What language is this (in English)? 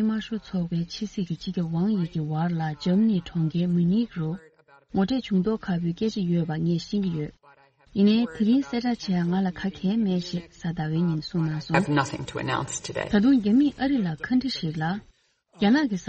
Tibetan